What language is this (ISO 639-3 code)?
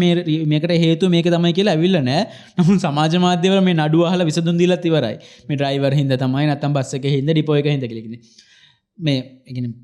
sin